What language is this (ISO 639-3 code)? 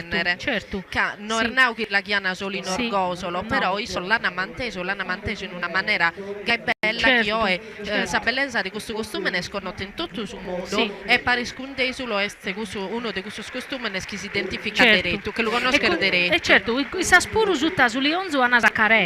srd